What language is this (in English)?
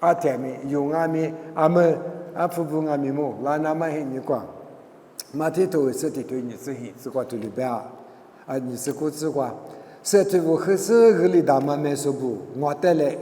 Lisu